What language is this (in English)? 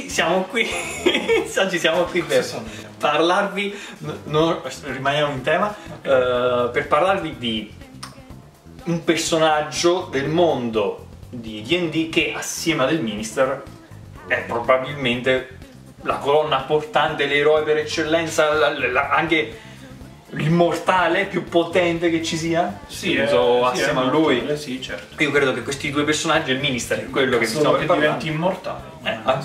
Italian